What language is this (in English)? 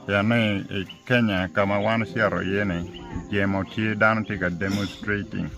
Acoli